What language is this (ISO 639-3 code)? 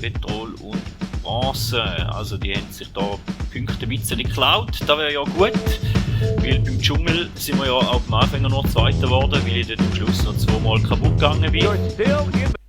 gsw